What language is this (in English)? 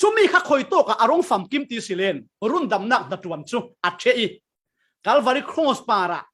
Falam Chin